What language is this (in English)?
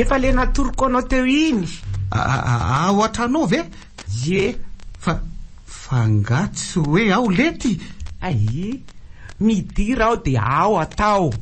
Malagasy